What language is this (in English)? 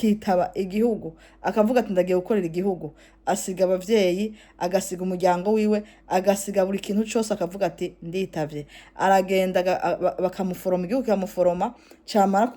Rundi